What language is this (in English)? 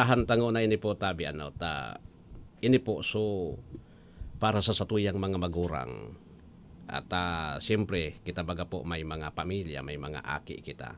Bikol